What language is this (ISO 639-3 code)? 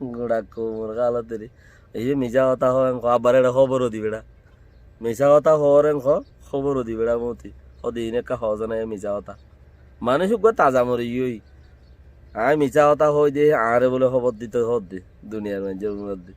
rhg